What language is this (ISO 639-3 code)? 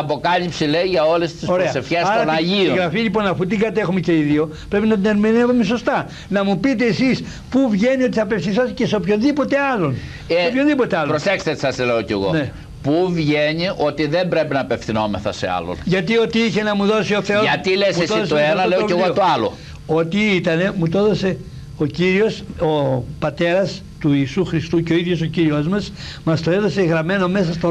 ell